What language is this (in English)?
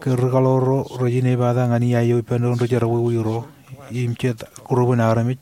Marshallese